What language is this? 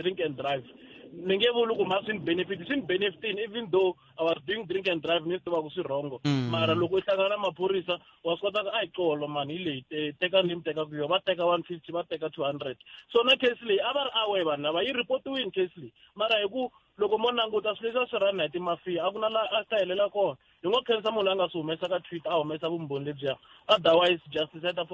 Tsonga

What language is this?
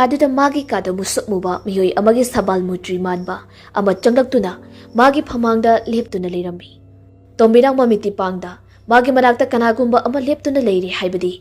Manipuri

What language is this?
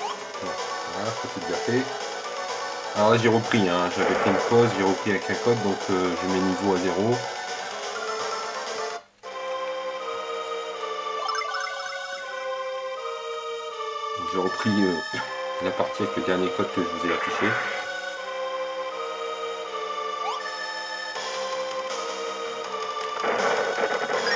French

